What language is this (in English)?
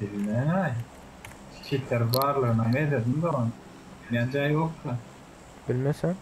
Turkmen